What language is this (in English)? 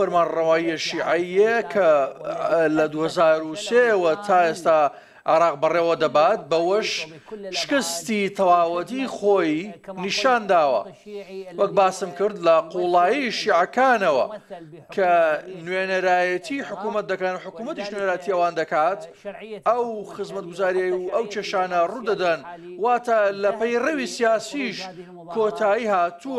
Central Kurdish